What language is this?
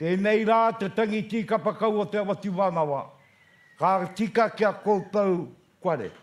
Māori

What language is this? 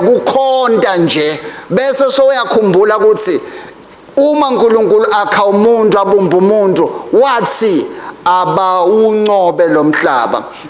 Swati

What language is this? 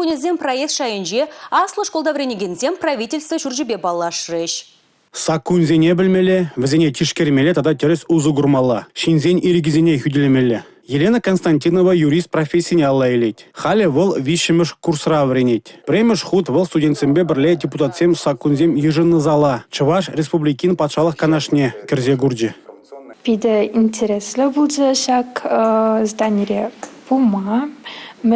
Chuvash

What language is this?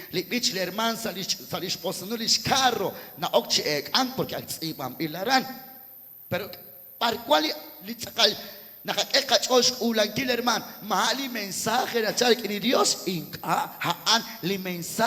Kekchí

